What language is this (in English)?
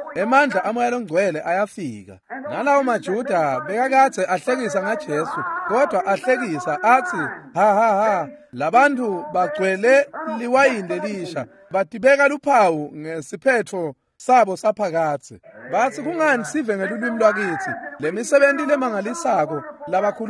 Swati